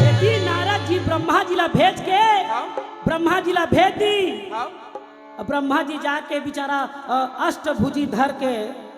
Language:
Chhattisgarhi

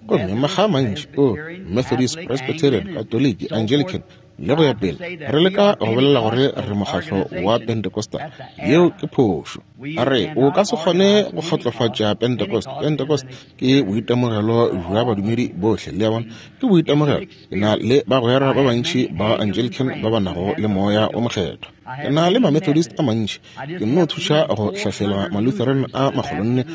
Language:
Northern Sotho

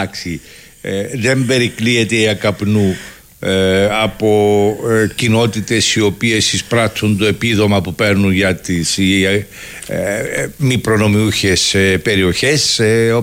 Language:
Greek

